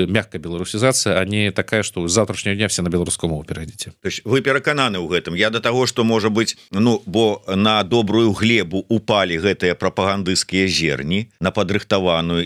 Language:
Belarusian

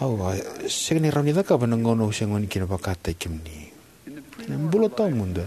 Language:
Fijian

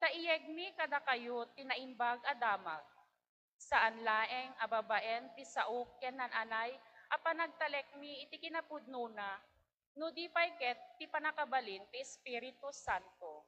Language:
Iloko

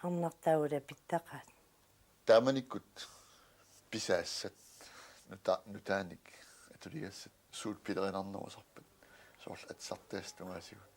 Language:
Kalaallisut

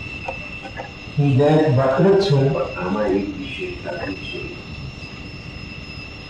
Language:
Gujarati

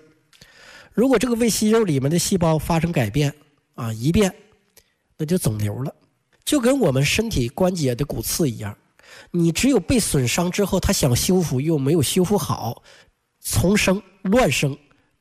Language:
Chinese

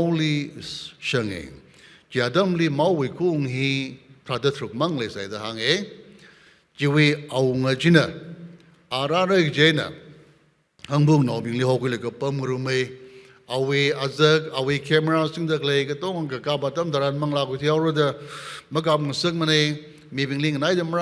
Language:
Tangkhul Naga (India)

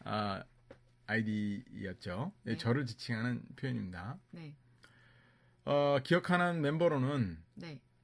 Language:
Korean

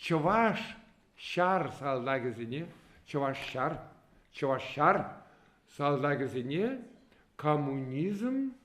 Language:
Chuvash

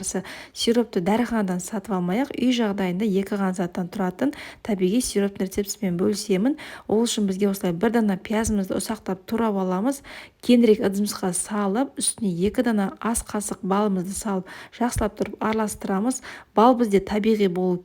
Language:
Kazakh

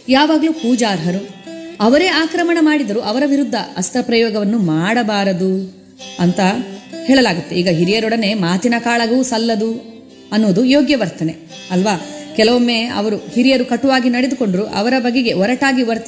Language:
Kannada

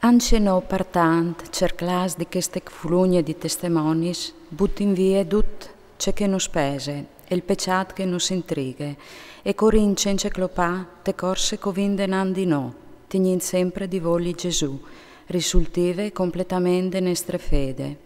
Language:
Friulian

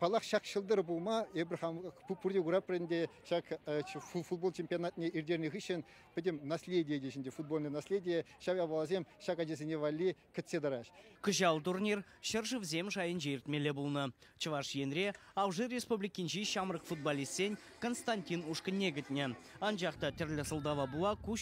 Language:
Chuvash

